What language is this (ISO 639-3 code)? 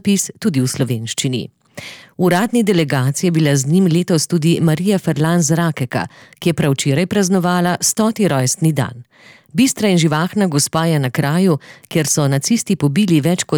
slv